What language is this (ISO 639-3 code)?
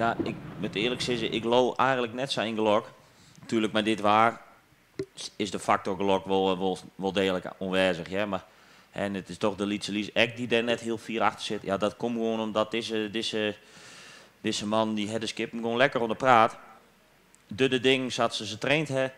fry